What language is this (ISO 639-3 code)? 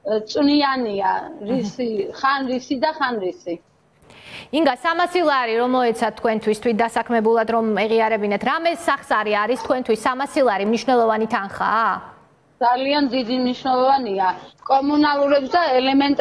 kat